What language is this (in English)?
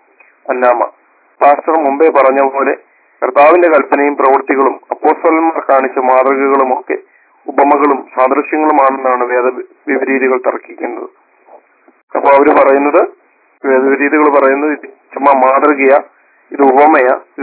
Malayalam